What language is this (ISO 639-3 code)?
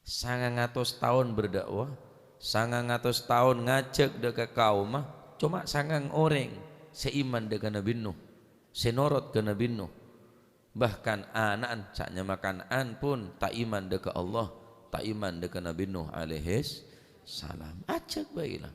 mad